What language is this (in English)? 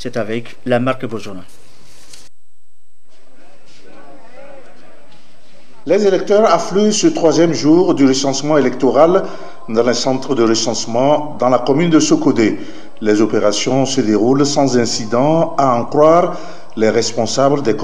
French